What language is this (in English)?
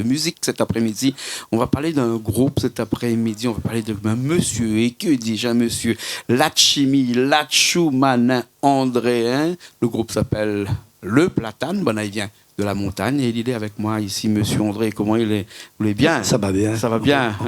Réunion Creole French